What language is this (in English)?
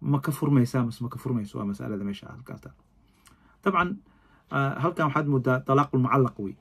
Somali